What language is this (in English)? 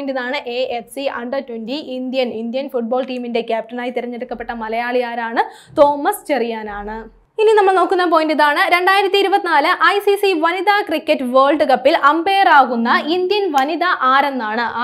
Malayalam